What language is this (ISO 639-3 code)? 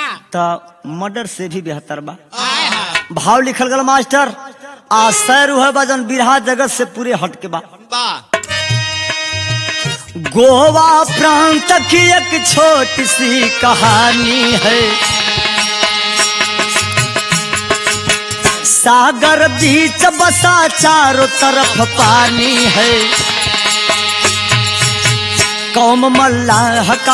bho